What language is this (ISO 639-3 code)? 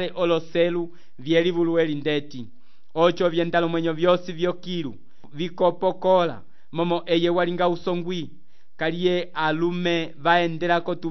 umb